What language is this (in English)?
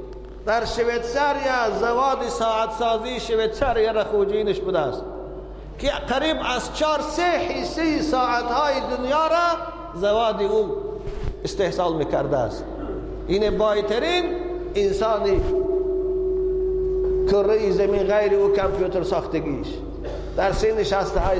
Persian